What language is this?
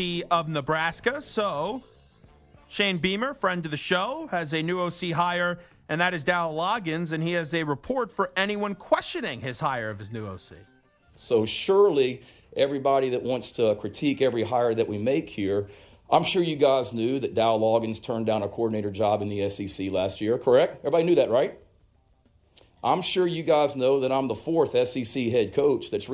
English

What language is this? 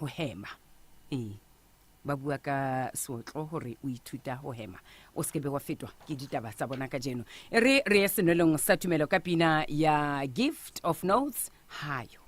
Southern Sotho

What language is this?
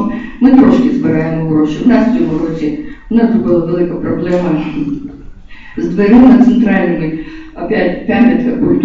Ukrainian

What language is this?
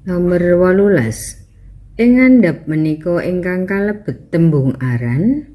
Javanese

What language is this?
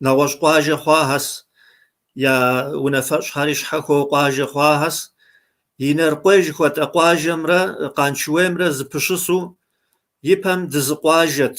Kabardian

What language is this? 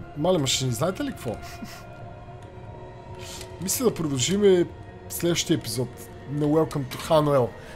Bulgarian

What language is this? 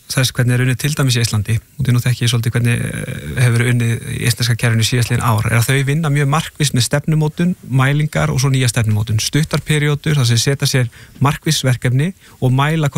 Icelandic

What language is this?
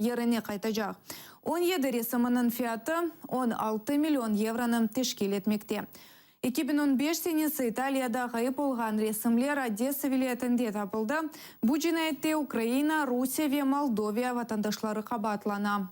Crimean Tatar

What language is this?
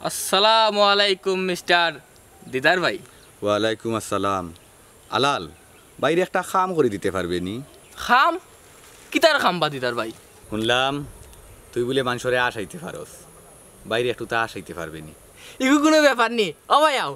Sylheti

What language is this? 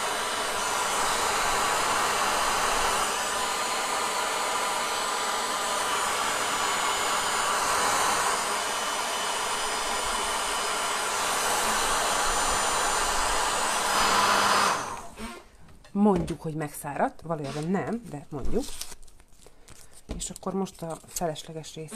Hungarian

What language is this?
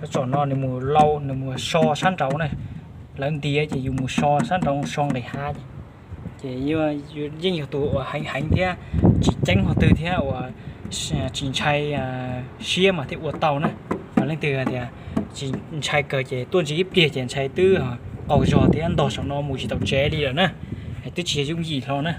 Hmong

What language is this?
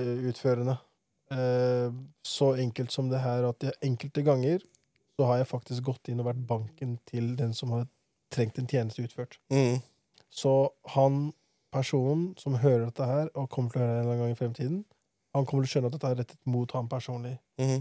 Norwegian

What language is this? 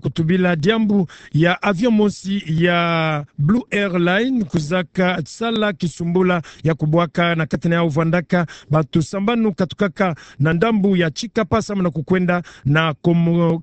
Kituba (Democratic Republic of Congo)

